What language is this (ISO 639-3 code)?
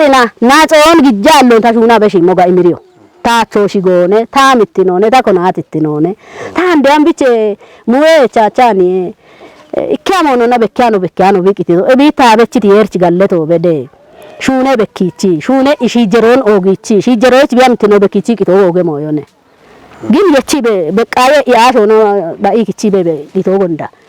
kbr